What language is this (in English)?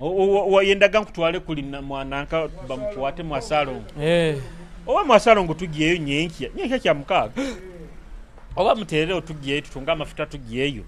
Nyoro